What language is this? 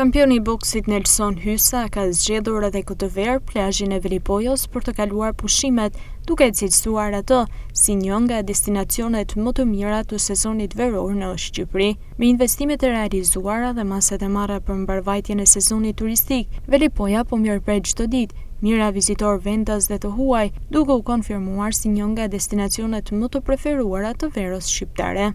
Albanian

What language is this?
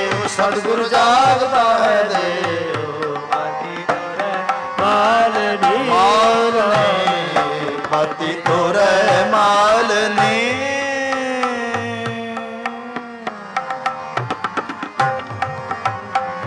Punjabi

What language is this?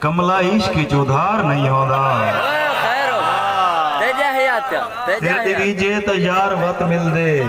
Saraiki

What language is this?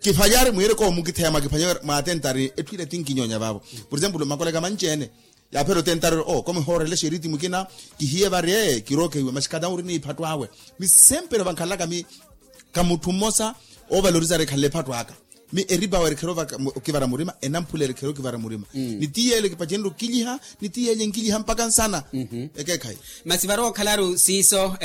Makhuwa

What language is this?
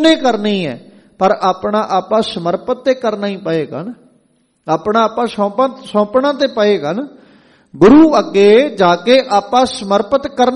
Punjabi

